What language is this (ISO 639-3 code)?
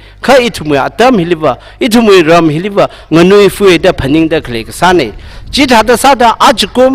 nmf